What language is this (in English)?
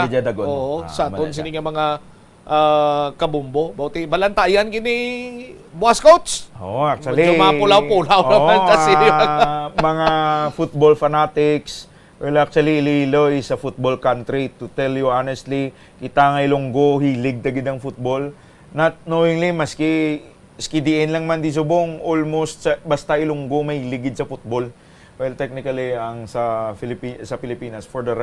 Hiligaynon